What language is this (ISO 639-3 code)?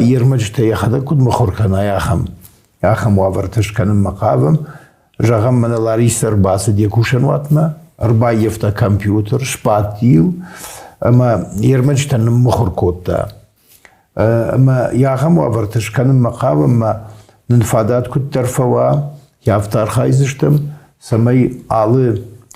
oss